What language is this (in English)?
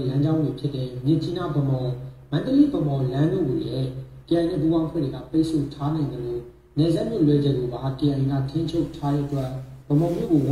Burmese